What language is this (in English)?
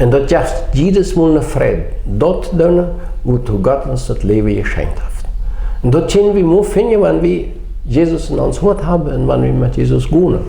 Plautdietsch